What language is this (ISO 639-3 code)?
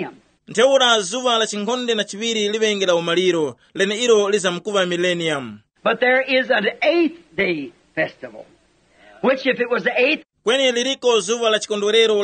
tum